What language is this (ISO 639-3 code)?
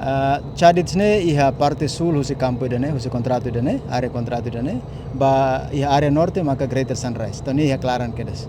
tet